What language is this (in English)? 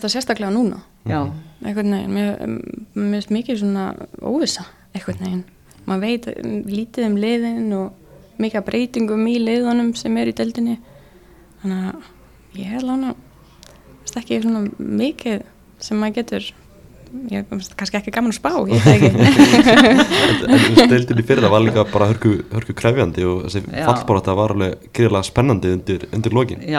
Icelandic